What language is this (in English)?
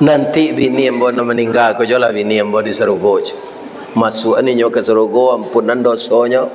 Minangkabau